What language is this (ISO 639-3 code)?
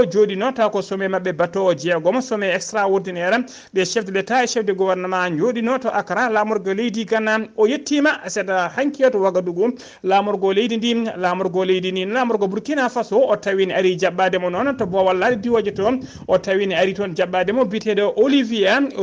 ful